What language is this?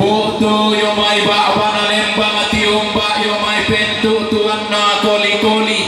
Toraja-Sa'dan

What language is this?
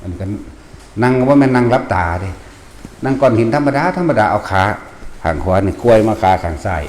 Northeastern Thai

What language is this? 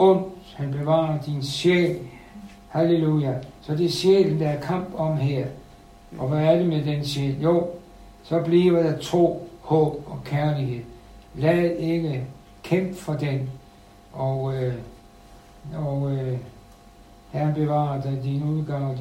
Danish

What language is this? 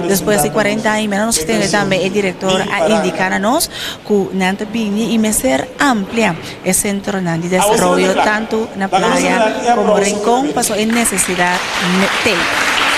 Papiamento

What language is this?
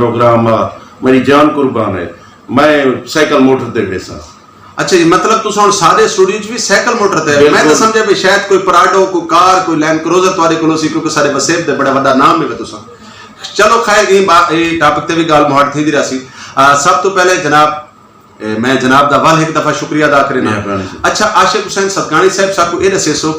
Saraiki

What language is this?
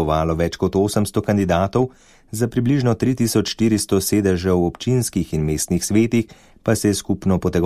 Slovenian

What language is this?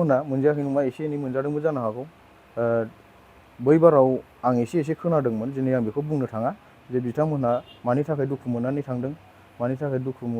Bodo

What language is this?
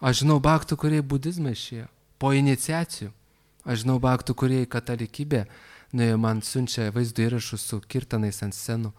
Lithuanian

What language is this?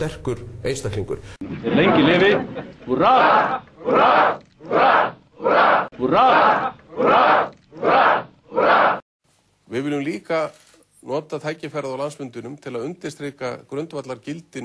Icelandic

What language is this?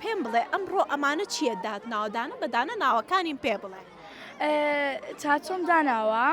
Central Kurdish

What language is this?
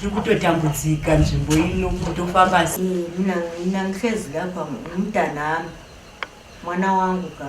Shona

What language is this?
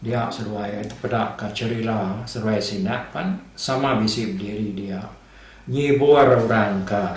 Iban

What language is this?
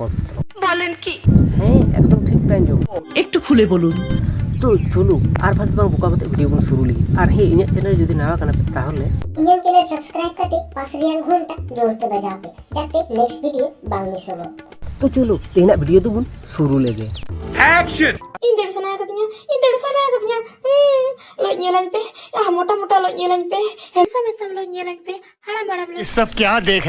Santali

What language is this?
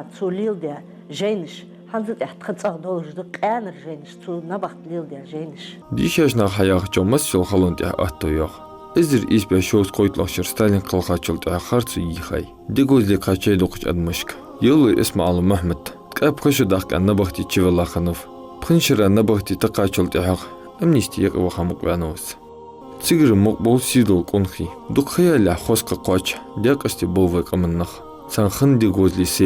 Ingush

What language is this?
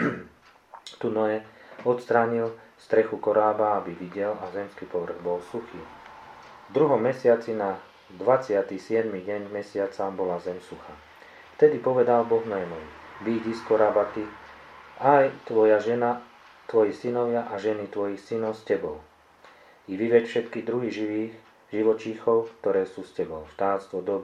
Slovak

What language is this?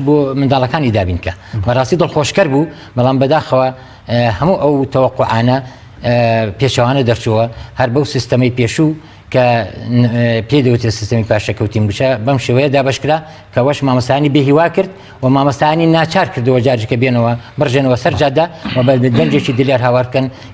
Central Kurdish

